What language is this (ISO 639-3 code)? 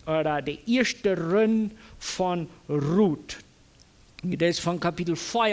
pdt